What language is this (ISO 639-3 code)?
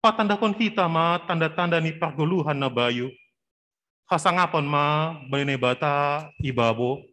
bts